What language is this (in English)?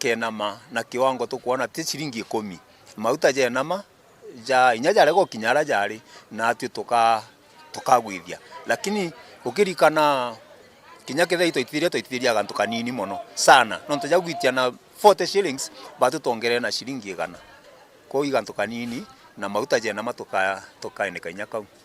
Meru